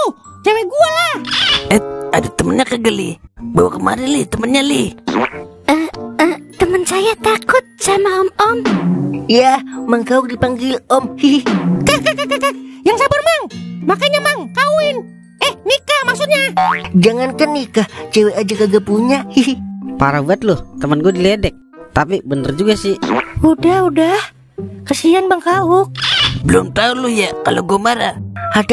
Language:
Betawi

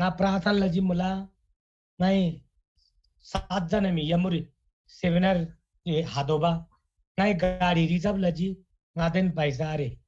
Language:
Eastern Tamang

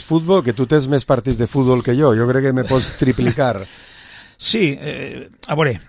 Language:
Catalan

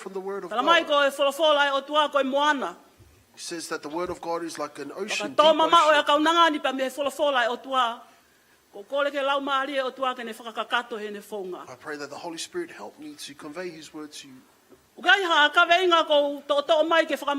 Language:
Tongan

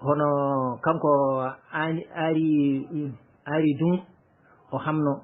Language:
Fula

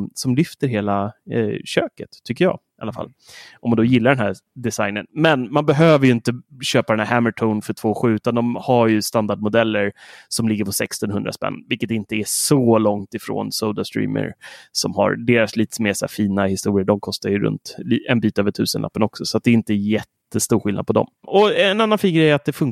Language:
Swedish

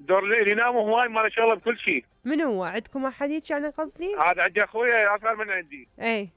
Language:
Mesopotamian Arabic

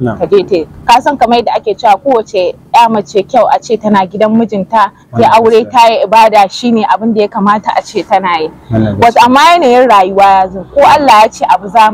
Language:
Hausa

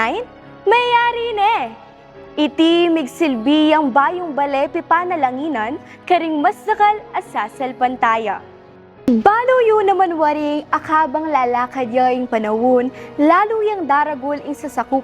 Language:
Pampanga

